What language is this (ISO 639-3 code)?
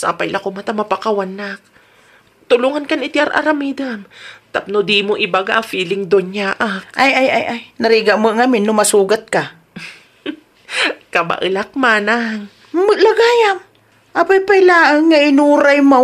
ilo